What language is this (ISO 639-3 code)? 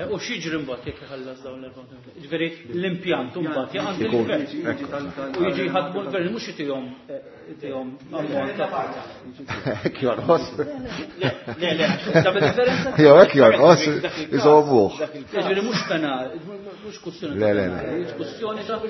mlt